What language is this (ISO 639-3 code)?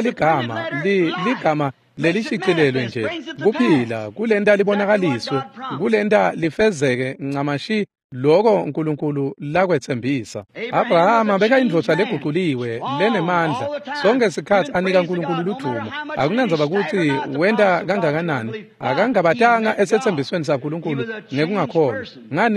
ssw